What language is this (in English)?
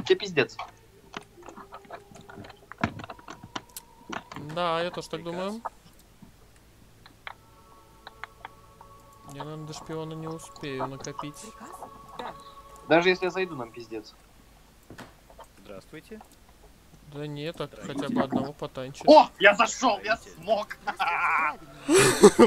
Russian